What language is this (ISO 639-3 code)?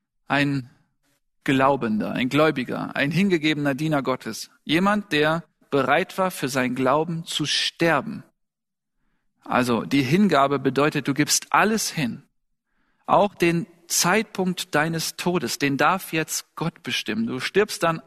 deu